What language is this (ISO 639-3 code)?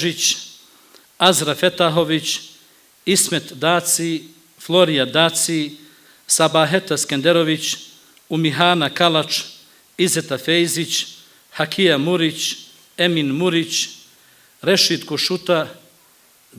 bos